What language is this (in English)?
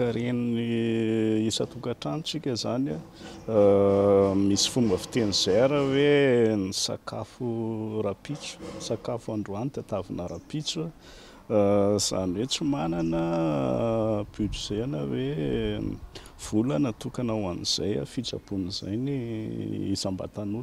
Malagasy